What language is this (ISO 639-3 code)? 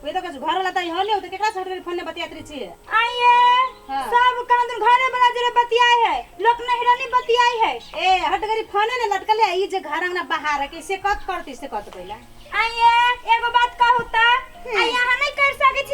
mai